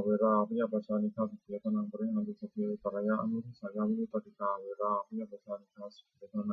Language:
Pali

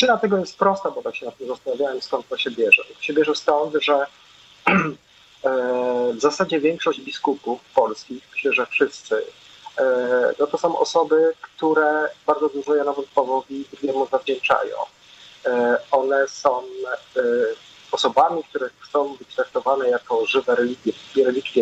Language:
Polish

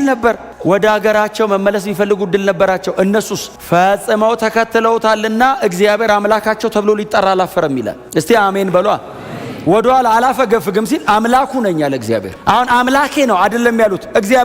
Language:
Amharic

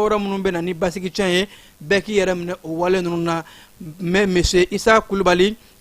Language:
Bambara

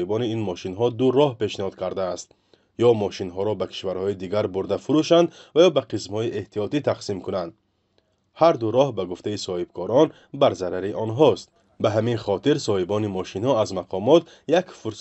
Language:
Tajik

